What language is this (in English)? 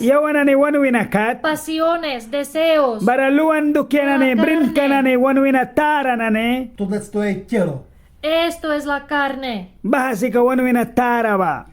Mískito